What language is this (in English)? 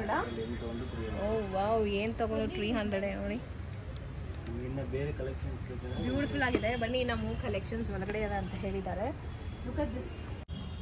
Kannada